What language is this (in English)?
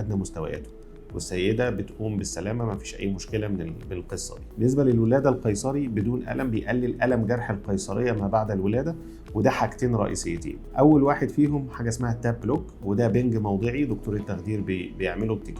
Egyptian Arabic